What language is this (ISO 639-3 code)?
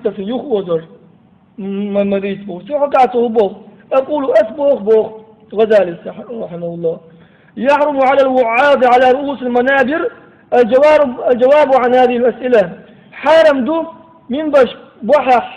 che